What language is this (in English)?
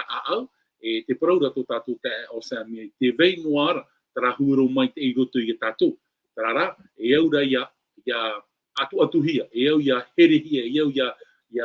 Tahitian